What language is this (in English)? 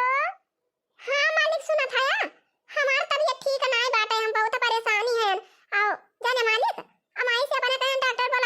Awadhi